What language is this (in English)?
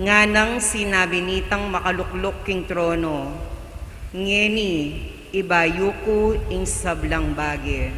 Pampanga